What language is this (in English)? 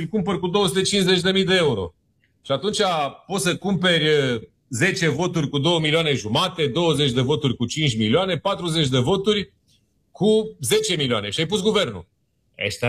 Romanian